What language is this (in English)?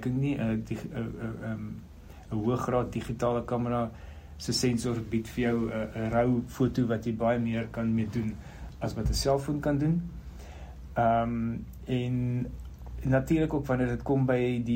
Afrikaans